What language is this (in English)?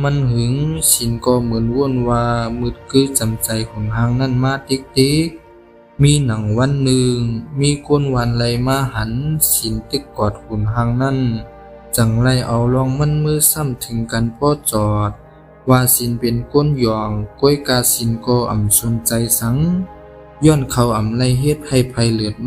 Shan